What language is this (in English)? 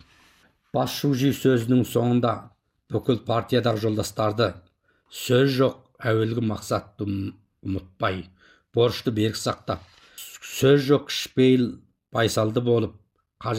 Kazakh